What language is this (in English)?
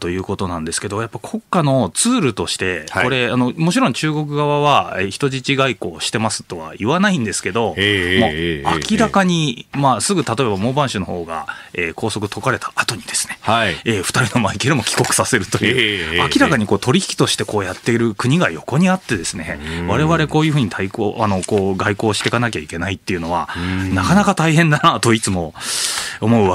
Japanese